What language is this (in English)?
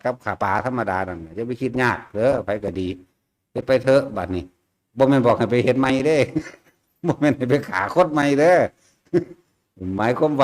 Lao